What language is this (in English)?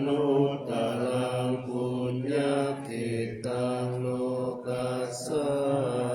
Pali